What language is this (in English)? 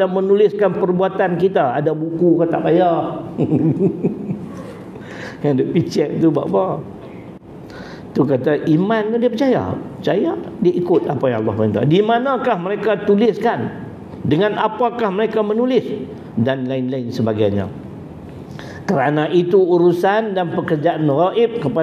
Malay